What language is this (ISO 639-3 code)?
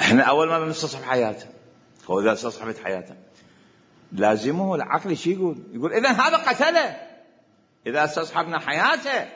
acm